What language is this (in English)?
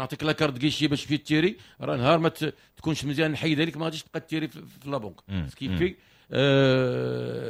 Moroccan Arabic